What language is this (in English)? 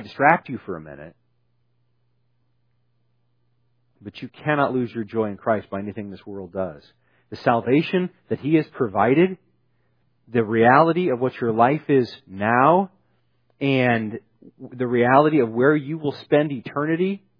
English